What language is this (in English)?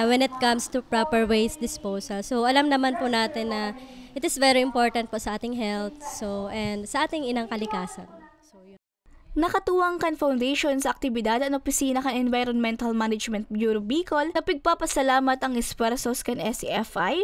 Bikol